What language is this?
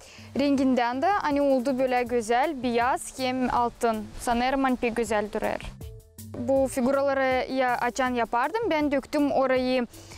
Gagauz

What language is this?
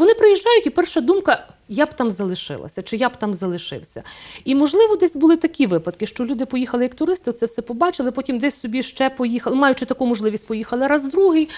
Ukrainian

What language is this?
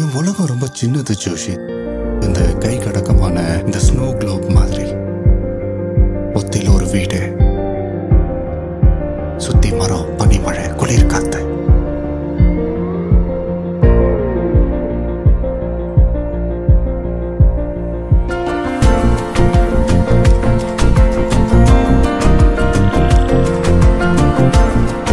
Tamil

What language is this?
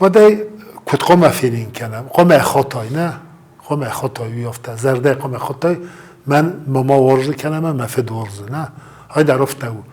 Ossetic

